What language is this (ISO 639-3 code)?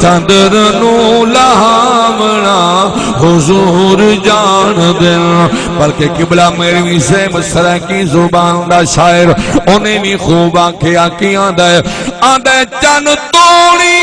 skr